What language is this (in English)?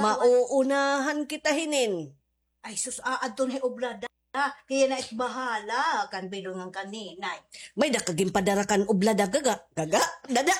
Waray